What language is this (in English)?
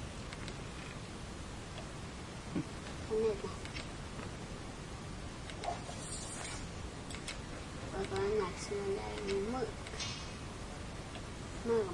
Estonian